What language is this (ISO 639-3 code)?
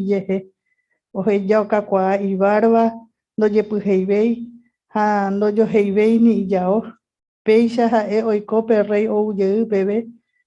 grn